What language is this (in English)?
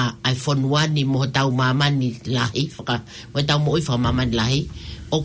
Tongan